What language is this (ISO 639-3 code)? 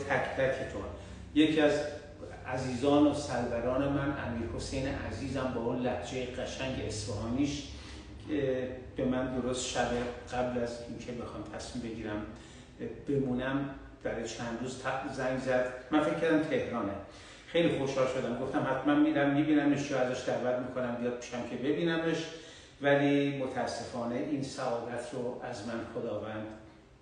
fas